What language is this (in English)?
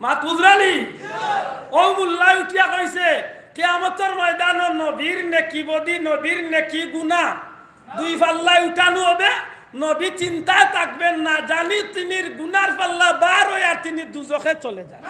Sylheti